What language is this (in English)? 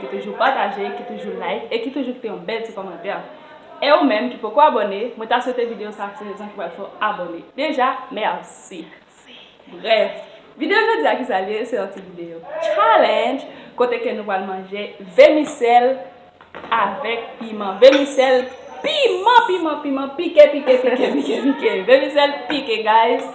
Haitian Creole